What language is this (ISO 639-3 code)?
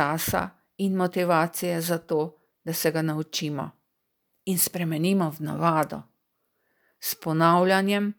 slv